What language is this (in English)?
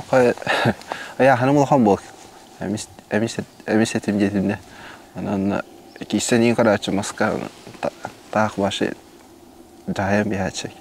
Yakut